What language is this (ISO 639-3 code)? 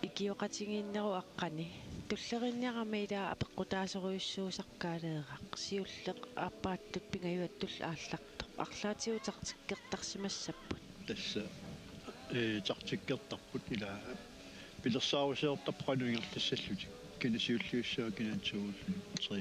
kal